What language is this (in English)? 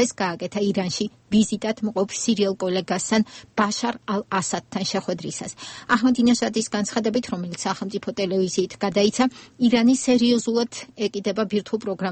Georgian